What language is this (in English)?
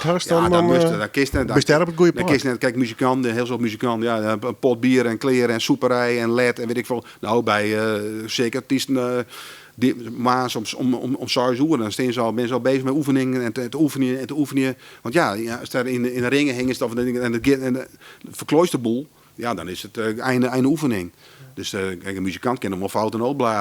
Western Frisian